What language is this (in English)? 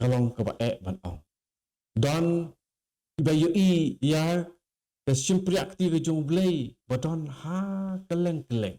Khasi